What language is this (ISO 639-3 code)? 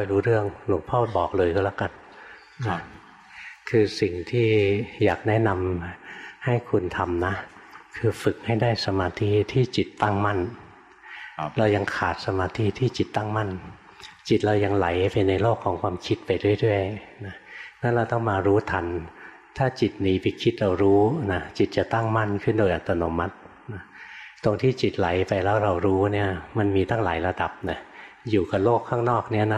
tha